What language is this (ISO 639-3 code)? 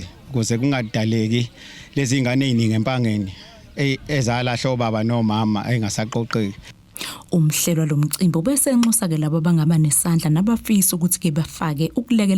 zul